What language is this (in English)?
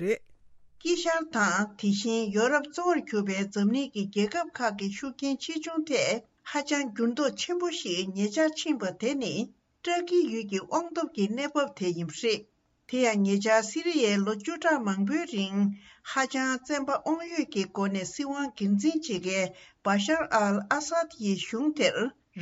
Tibetan